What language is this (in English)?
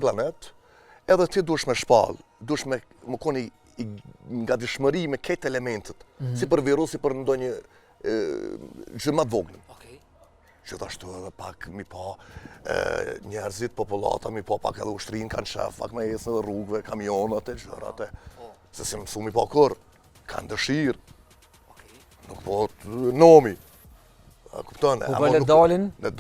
Albanian